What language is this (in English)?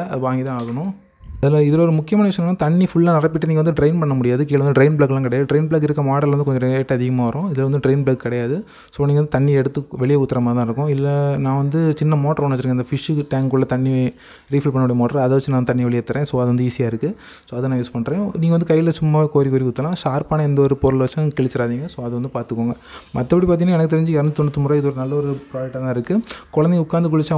Tamil